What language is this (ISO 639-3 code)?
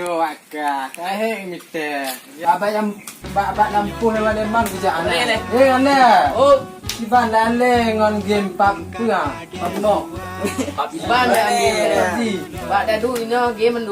ace